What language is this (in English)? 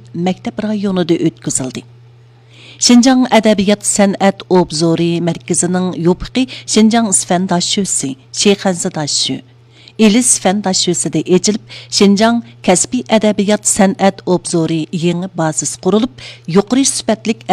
Uyghur